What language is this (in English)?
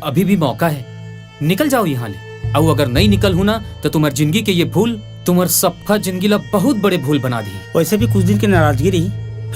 Chhattisgarhi